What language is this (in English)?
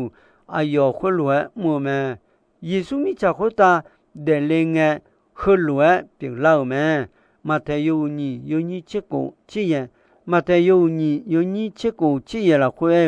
Akha